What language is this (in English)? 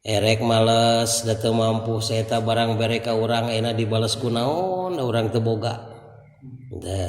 Sundanese